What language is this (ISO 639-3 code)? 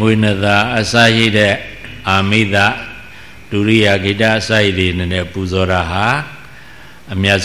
mya